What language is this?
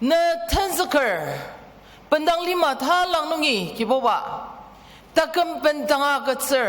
Ao Naga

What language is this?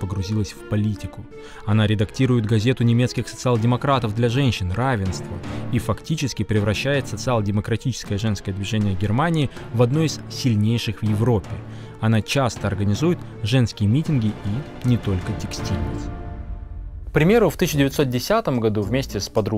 Russian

